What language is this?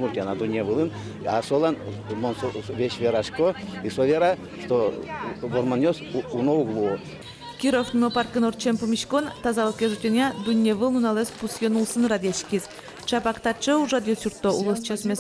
Udmurt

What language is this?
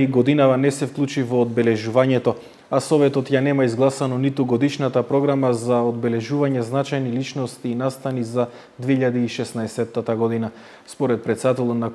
Macedonian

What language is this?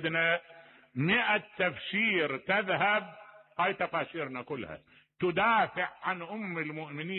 Mesopotamian Arabic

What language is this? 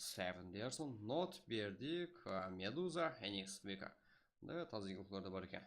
Kara-Kalpak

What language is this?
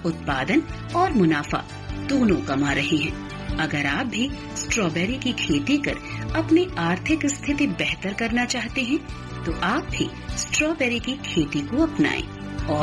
Hindi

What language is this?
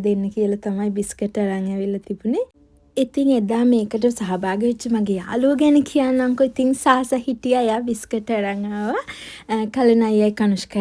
Sinhala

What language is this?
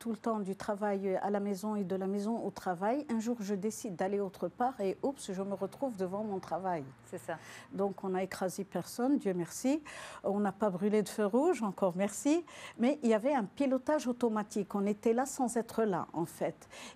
French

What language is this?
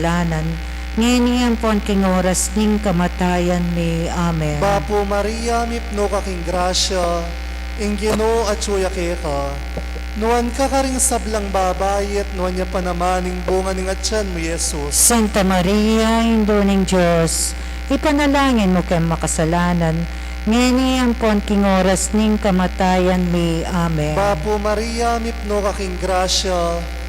Pampanga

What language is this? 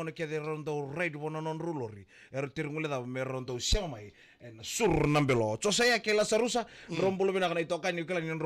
Fijian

